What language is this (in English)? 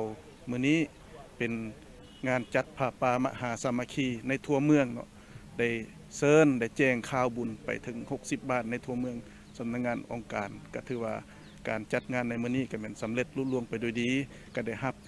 Lao